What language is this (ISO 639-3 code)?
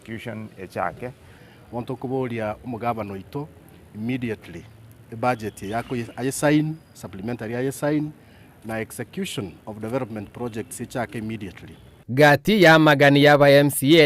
guz